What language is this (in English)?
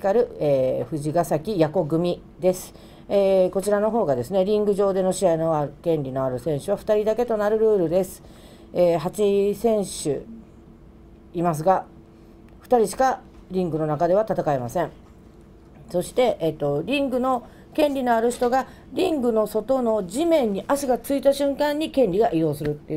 Japanese